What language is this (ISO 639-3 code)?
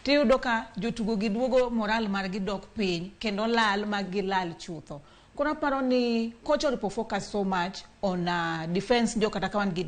luo